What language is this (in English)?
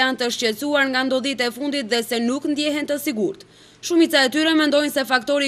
Albanian